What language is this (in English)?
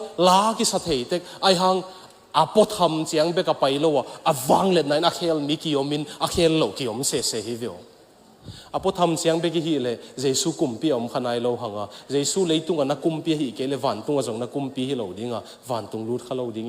Tedim Chin